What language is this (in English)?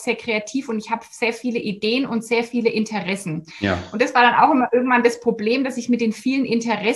German